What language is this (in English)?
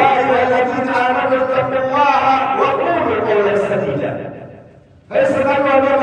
Maranao